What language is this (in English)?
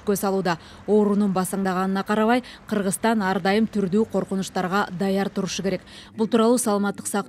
Kyrgyz